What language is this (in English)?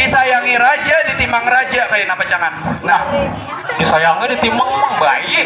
Banjar